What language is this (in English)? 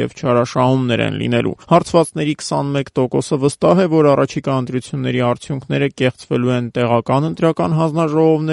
Armenian